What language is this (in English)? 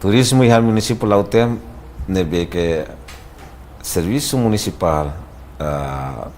Tetum